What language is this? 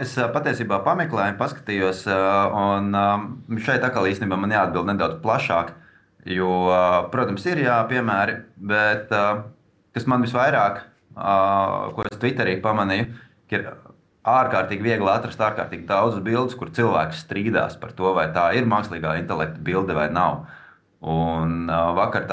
Latvian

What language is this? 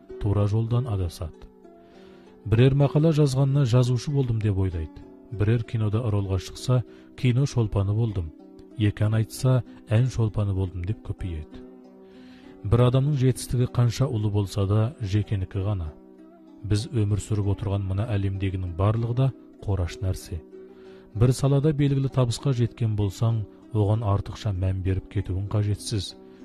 Kazakh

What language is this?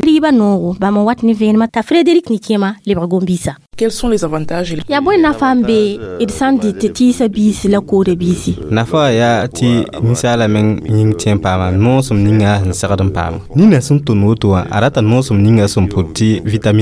Mossi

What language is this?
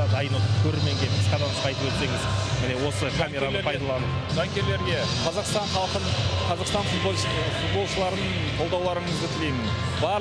Kazakh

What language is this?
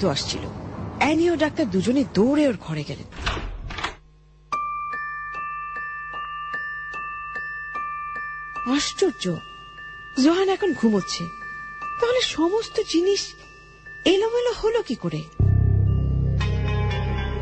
Bangla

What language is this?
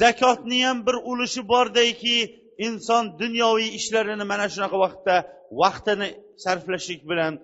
Uzbek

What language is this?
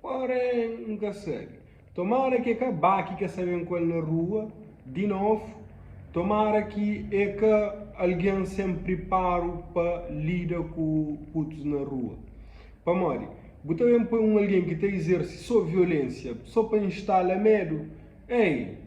Kabuverdianu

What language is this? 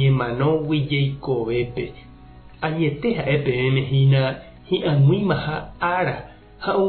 Guarani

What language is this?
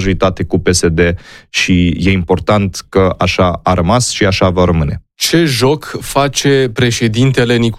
Romanian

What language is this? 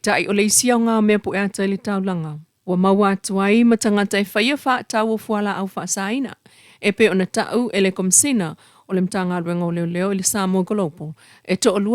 Samoan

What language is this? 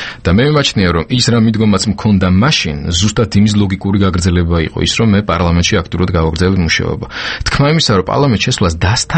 Georgian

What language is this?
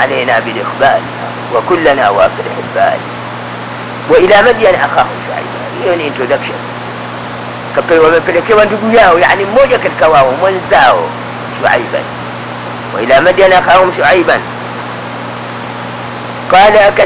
Swahili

